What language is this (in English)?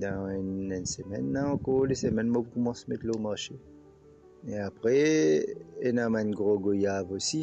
Morisyen